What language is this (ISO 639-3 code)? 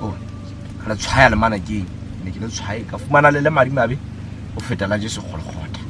sot